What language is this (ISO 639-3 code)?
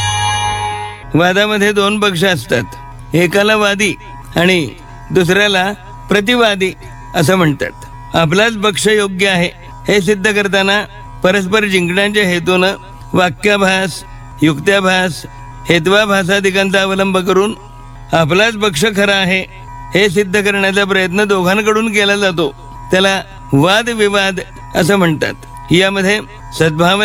mar